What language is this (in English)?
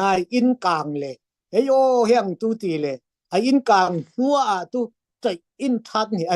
Falam Chin